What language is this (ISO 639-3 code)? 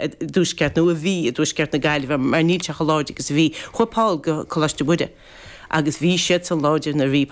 gle